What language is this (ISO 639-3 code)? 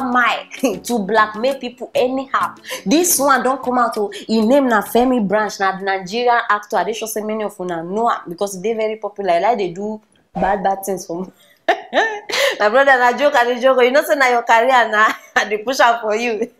pcm